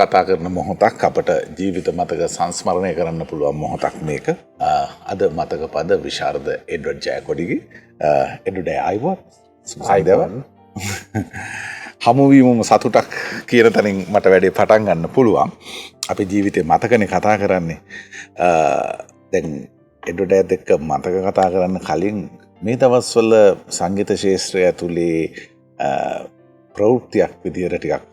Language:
Sinhala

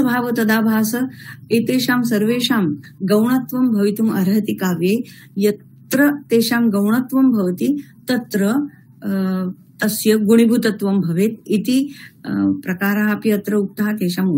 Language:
Sanskrit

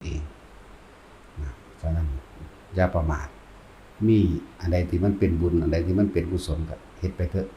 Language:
Northeastern Thai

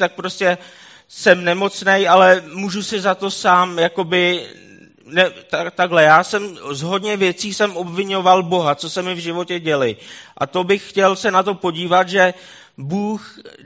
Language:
Czech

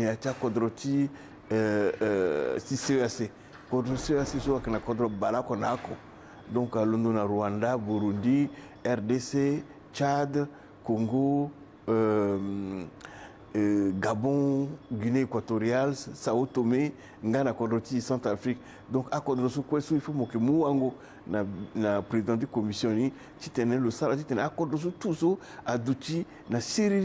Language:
Sango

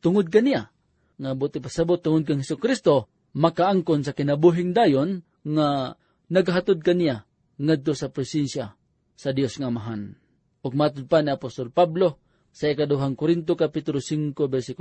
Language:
Cebuano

